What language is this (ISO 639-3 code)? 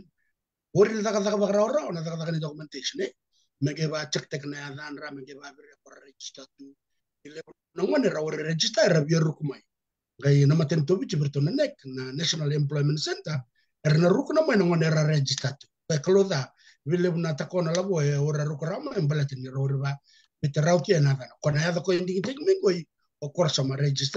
fij